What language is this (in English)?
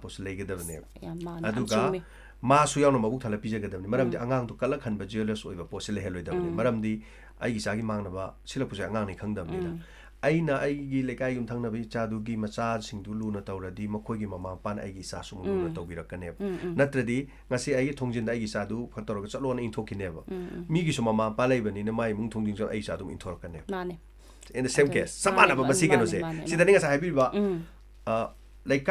Manipuri